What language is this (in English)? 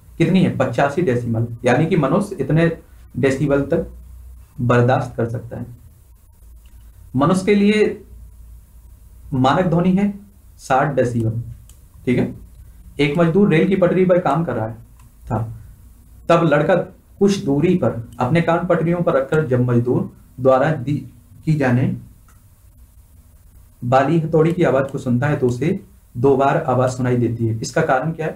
Hindi